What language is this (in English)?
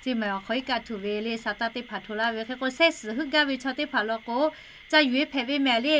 Lahu